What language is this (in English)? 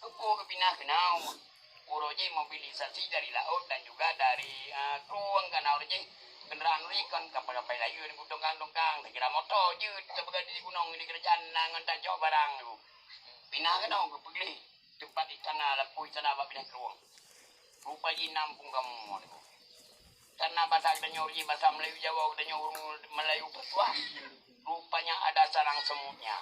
Achinese